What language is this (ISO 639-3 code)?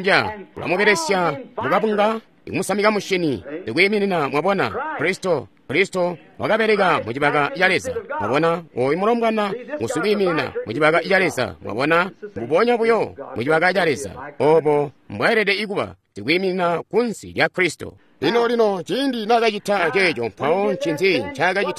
toi